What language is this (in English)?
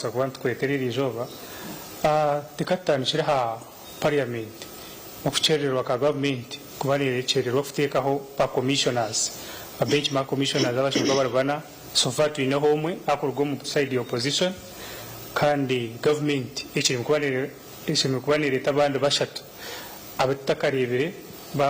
Nyankole